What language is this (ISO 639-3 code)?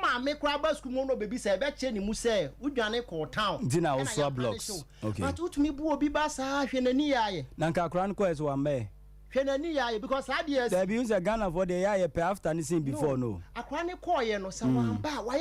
aka